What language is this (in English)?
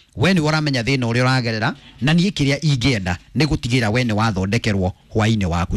Kikuyu